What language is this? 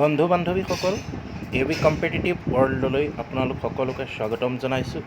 Assamese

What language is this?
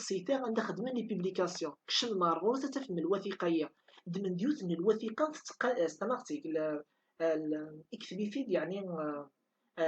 Kabyle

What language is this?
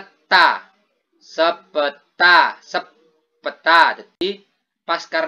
Madurese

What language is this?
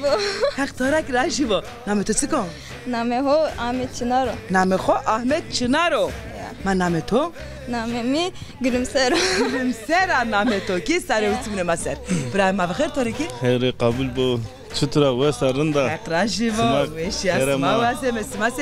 Zaza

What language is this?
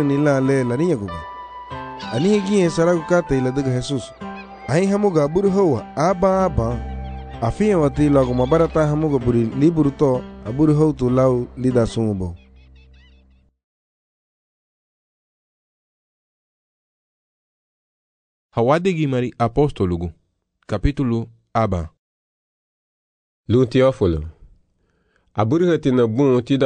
Garifuna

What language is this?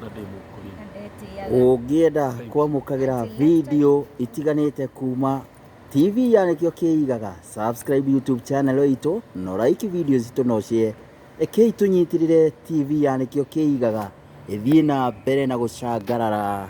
Kikuyu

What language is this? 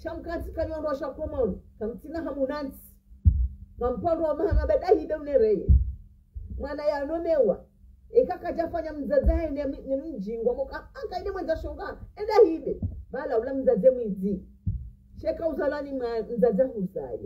Ngazidja Comorian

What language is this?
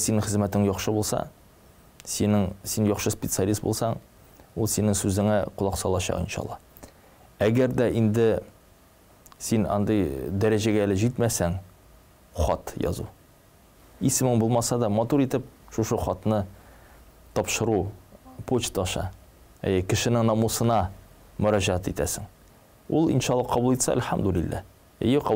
Tatar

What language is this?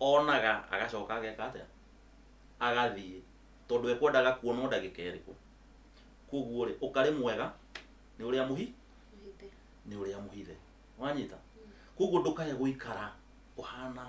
Kikuyu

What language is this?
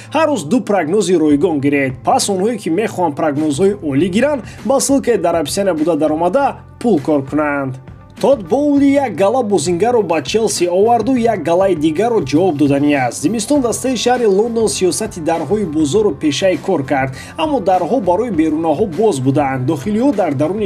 Tajik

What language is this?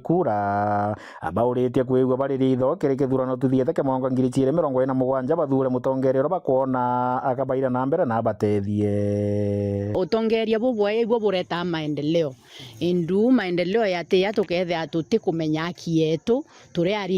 Meru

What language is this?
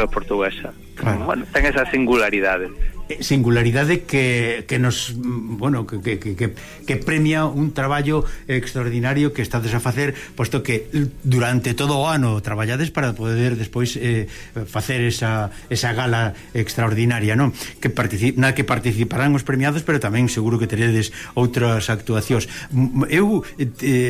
Galician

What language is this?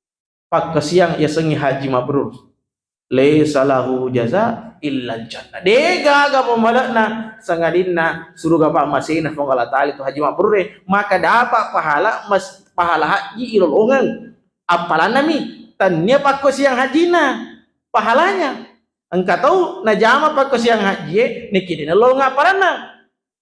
Buginese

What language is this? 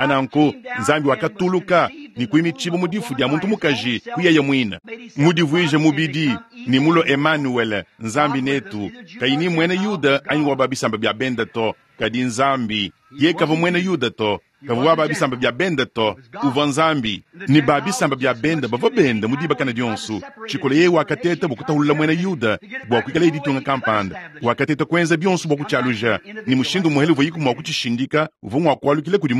Luba-Lulua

